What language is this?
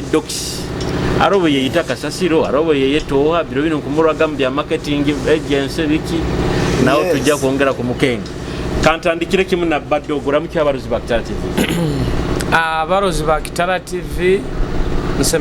Nyoro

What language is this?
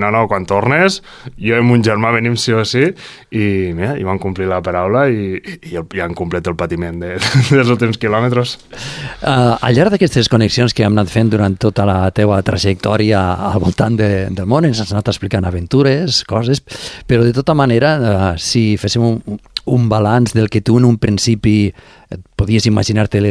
Catalan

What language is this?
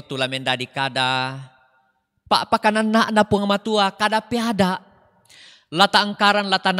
Toraja-Sa'dan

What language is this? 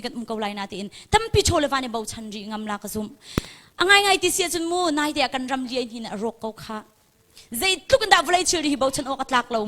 Hakha Chin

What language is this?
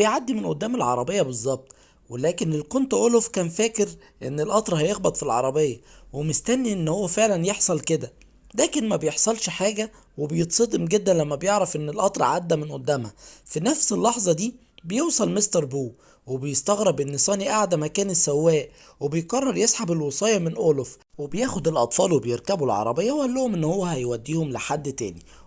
Egyptian Arabic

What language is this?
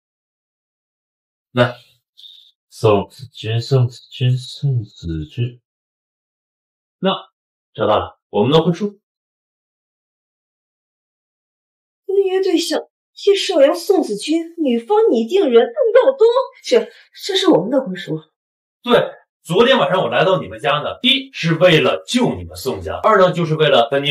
Chinese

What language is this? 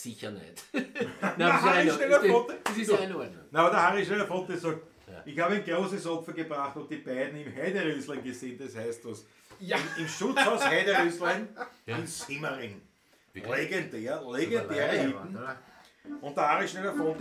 Bavarian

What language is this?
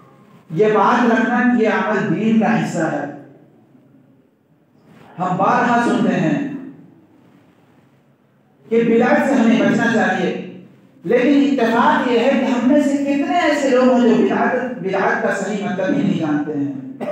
Urdu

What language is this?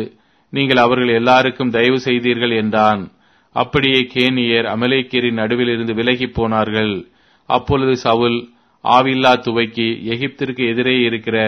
Tamil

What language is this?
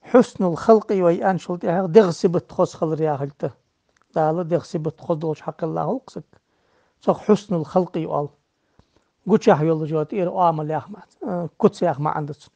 Ingush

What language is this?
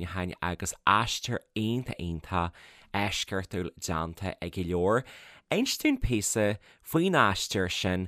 Irish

